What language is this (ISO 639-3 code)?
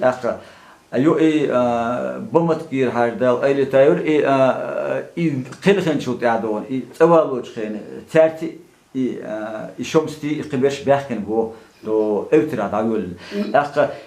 che